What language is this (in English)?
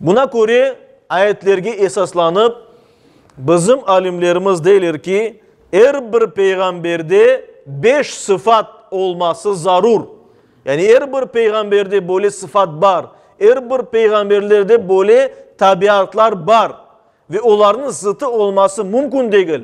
Crimean Tatar